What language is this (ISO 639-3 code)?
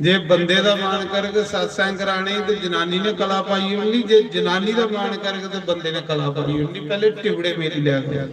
doi